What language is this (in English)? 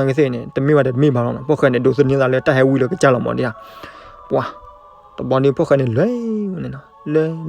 S'gaw Karen